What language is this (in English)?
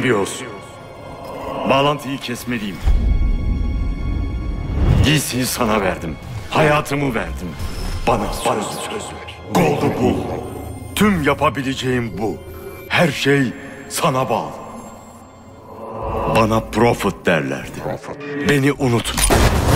Turkish